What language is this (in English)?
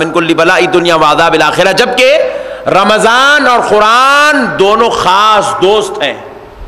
Urdu